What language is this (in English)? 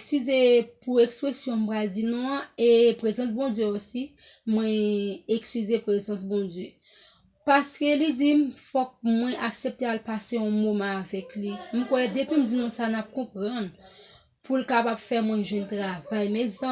Haitian Creole